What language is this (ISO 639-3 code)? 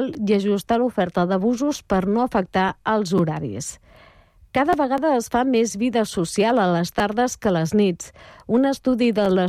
cat